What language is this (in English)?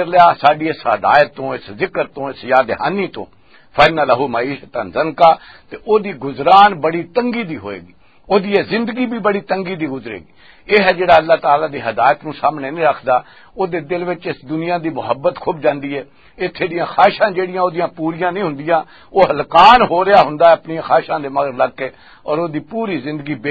Western Panjabi